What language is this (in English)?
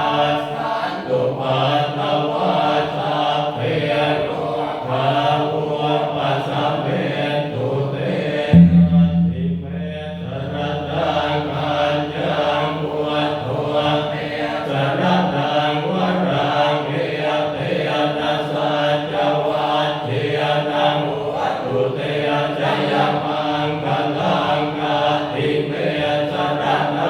Pali